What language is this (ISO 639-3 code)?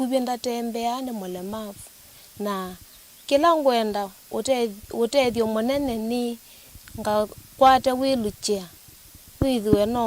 kam